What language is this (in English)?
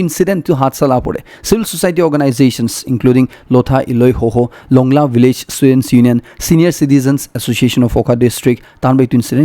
Naga Pidgin